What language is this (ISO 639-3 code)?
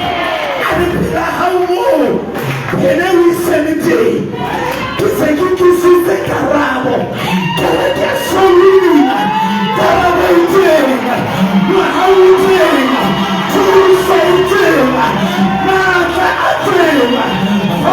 sot